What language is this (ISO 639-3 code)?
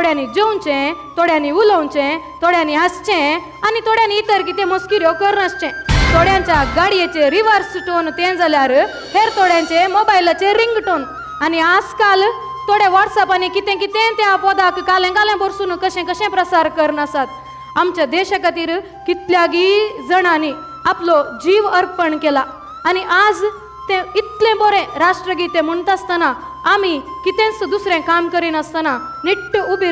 kok